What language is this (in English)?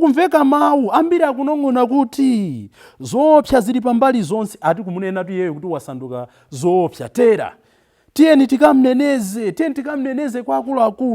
Nyanja